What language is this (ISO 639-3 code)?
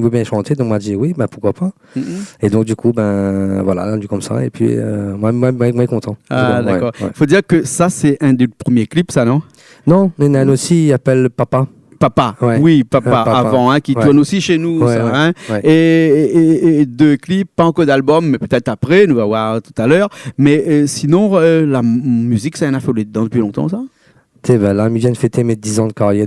rcf